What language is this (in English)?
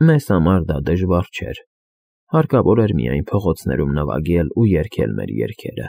Armenian